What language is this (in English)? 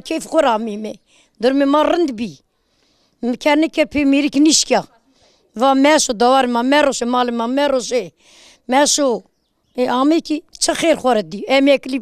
Zaza